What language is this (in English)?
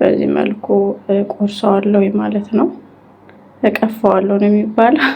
Amharic